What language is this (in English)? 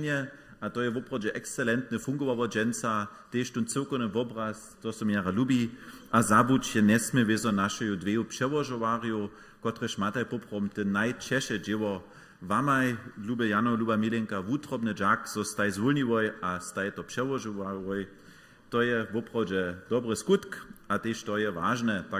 Upper Sorbian